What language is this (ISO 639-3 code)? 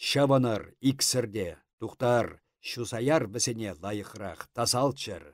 chv